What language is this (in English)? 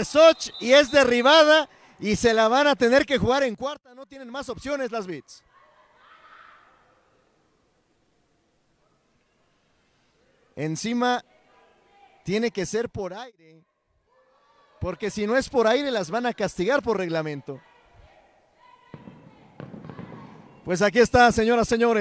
Spanish